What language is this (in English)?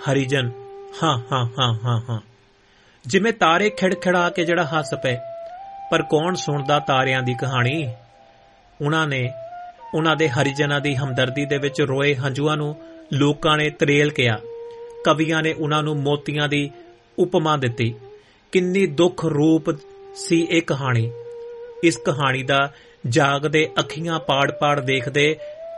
Punjabi